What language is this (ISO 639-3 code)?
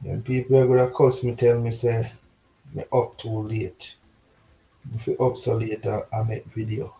jam